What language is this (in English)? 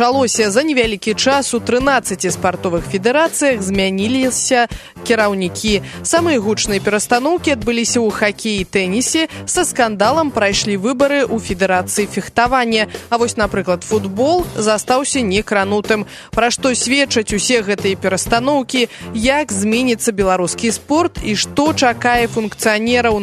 Belarusian